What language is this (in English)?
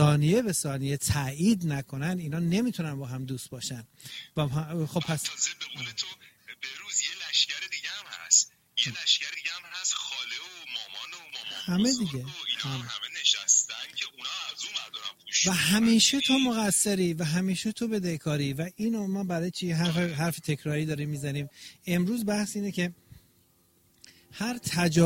Persian